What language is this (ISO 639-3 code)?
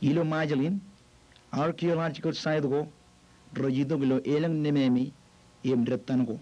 mah